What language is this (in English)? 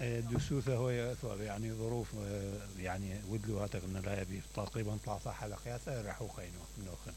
Mesopotamian Arabic